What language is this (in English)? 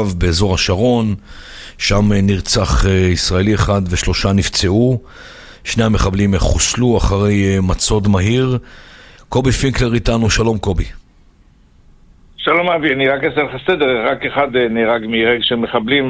Hebrew